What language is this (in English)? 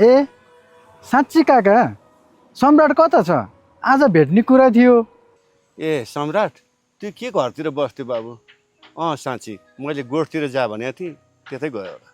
Nepali